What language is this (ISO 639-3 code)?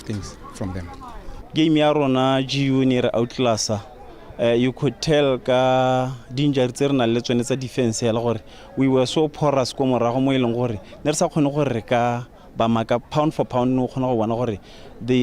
tsn